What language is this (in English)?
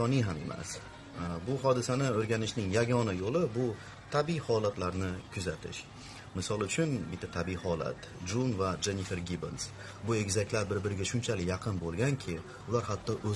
Uzbek